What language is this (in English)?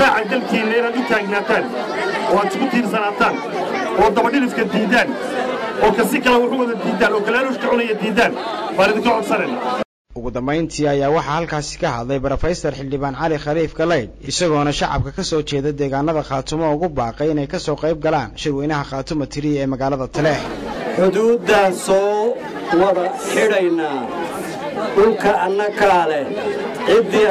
Somali